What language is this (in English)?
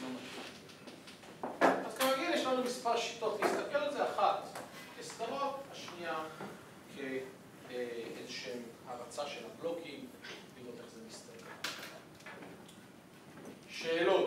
Hebrew